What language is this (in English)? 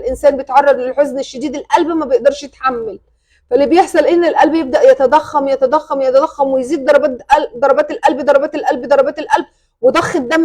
Egyptian Arabic